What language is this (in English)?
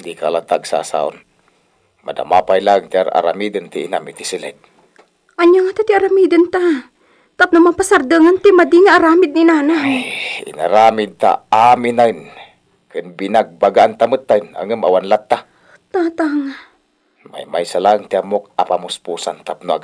Iloko